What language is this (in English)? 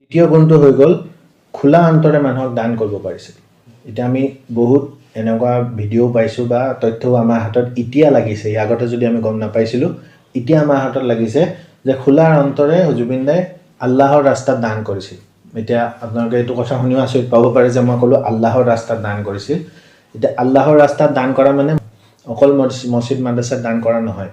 Assamese